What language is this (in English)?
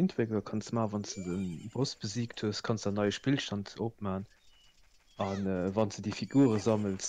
Luxembourgish